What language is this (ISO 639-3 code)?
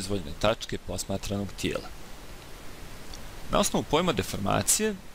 bos